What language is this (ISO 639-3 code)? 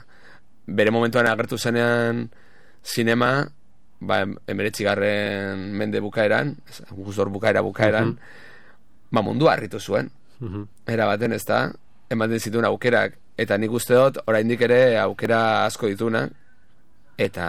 eus